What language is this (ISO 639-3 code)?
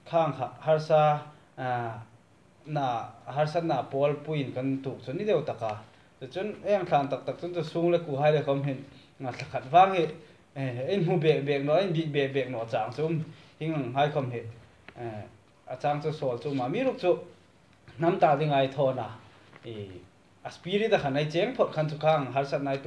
hmr